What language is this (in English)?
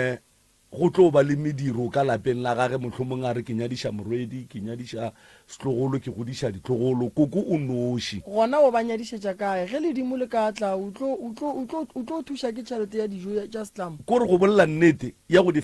Northern Sotho